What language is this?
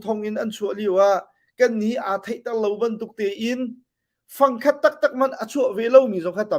Hakha Chin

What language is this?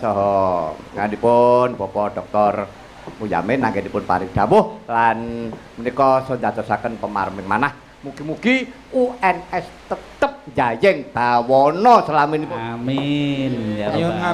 Javanese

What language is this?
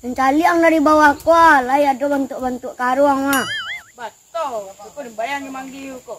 Minangkabau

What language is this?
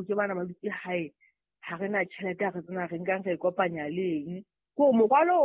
Southern Sotho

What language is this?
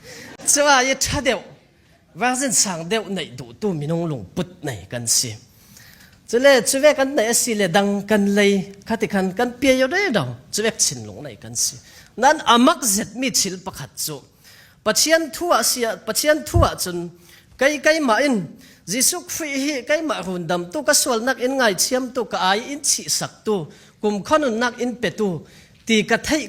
Falam Chin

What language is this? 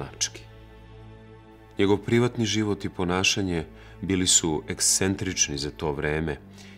Serbian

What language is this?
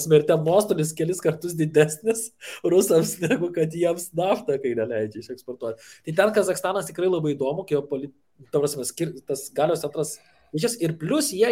Lithuanian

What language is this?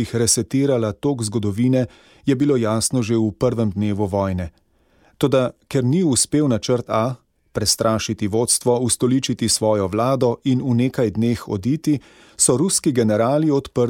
Slovenian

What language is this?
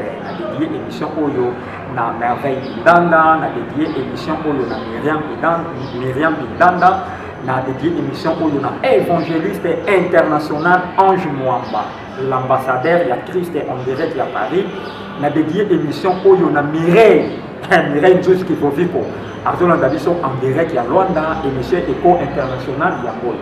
Lingala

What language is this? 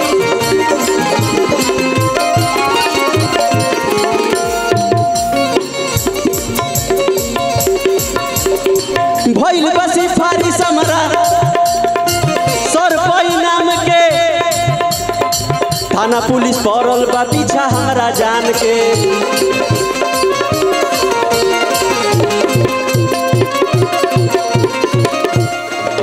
Bhojpuri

